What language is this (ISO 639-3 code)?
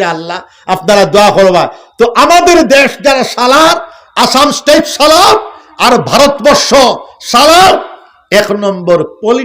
syl